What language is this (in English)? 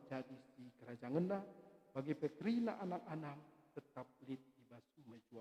Batak Karo